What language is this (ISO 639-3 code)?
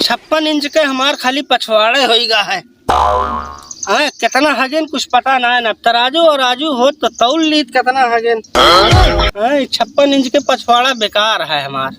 awa